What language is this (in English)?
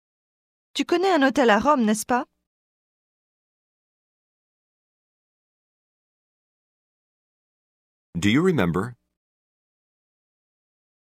French